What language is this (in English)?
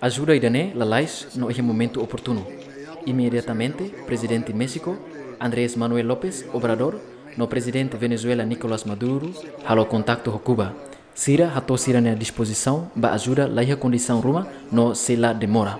Tetum